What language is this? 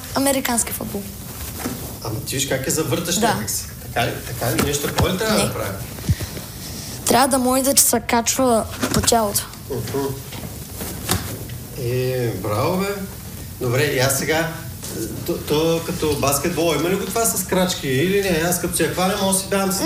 Bulgarian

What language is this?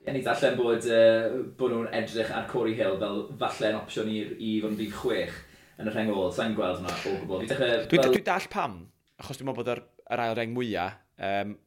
Welsh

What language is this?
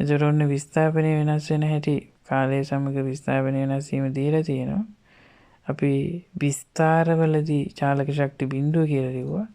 Sinhala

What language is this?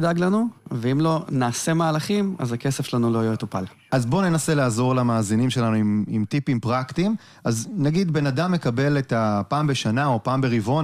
Hebrew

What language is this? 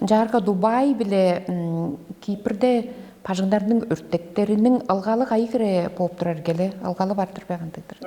Tuvinian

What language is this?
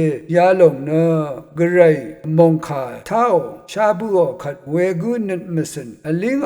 Rawang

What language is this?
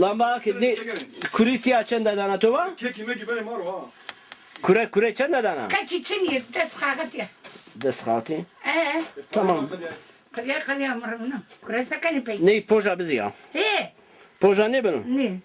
Zaza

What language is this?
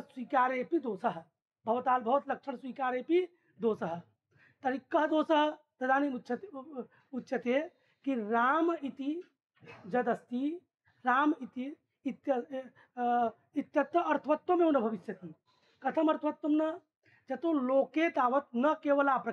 Sanskrit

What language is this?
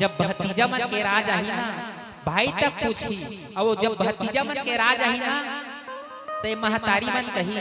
Chhattisgarhi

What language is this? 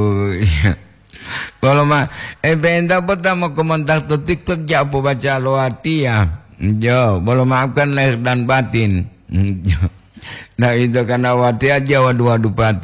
Gorontalo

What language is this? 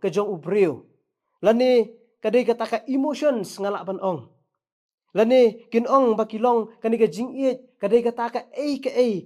Khasi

